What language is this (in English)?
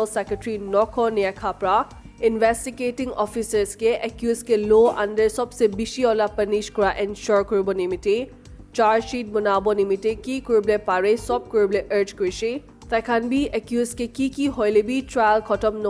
Naga Pidgin